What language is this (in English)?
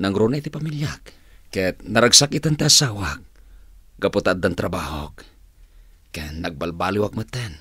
Iloko